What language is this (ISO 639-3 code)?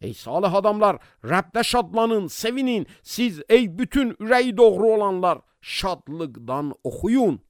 aze